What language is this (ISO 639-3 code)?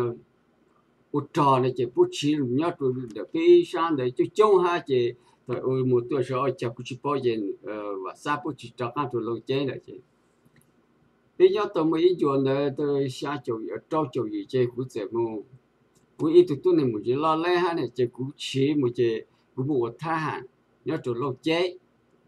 vie